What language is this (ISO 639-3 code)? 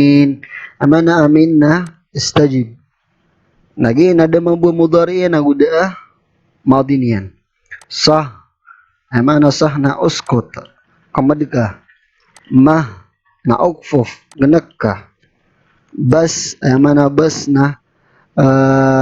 mrw